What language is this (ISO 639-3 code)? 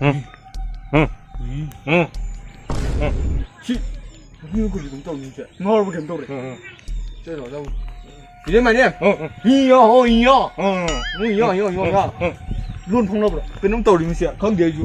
mni